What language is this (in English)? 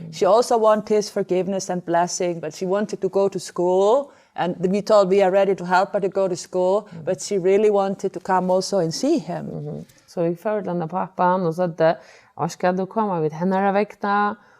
Faroese